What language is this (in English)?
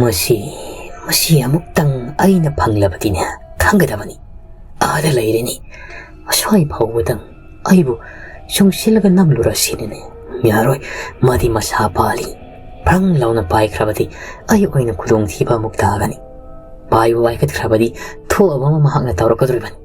Manipuri